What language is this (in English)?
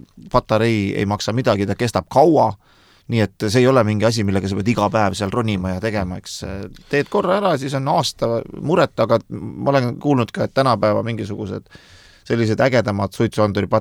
Estonian